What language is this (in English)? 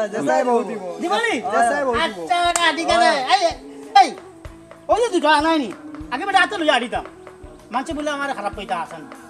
Sylheti